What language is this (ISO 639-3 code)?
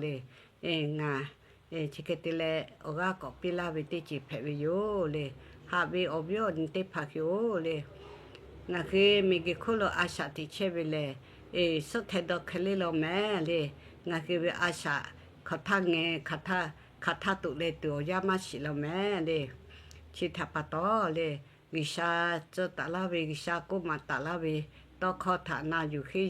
lhu